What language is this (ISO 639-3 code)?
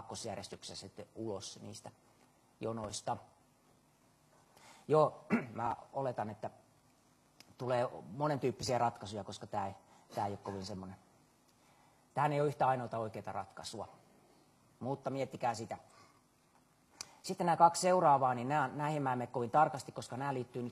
fin